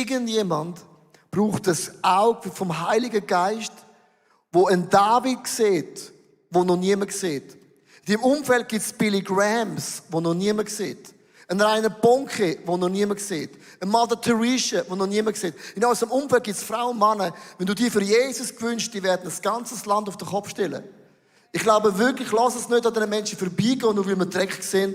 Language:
Swiss German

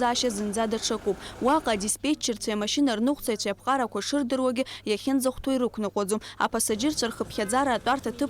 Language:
Abkhazian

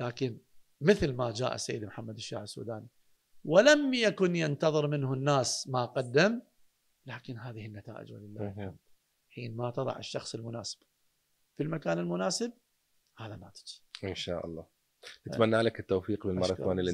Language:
Mesopotamian Arabic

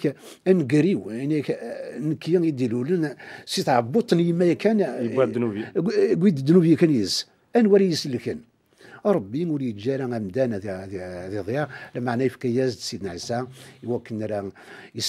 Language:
Kabyle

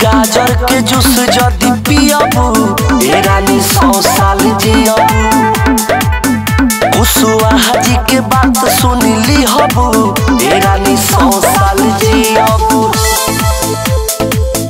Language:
Bhojpuri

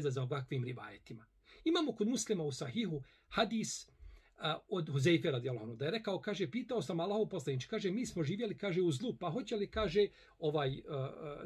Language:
Bosnian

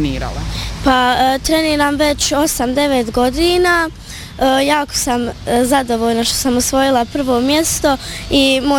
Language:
Bosnian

